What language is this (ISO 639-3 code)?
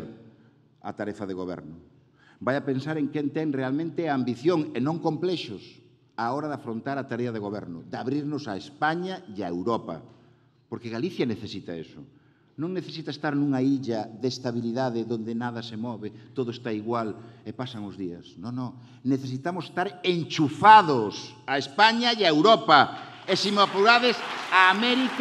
glg